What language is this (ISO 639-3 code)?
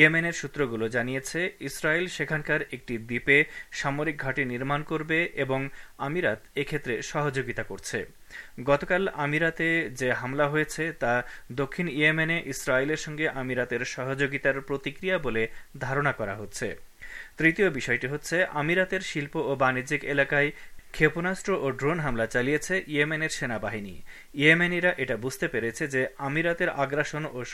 ben